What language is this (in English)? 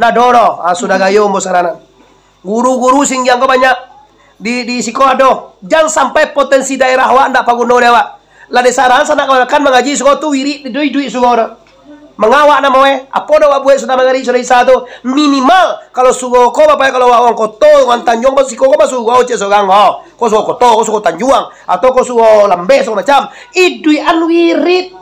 Minangkabau